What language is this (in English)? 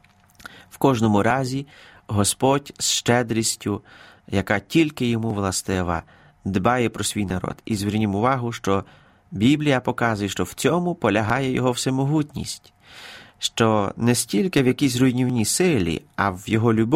Ukrainian